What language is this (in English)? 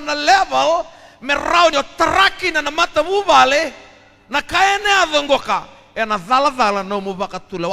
Fijian